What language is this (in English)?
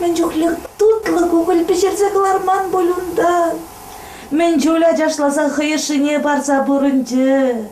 Chuvash